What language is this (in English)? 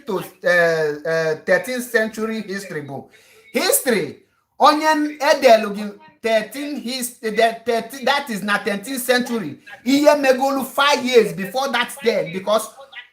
Igbo